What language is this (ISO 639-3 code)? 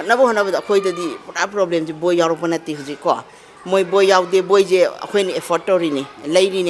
mni